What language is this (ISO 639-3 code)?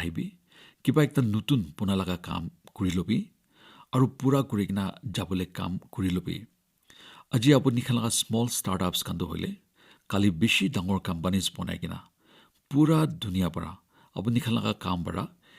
nag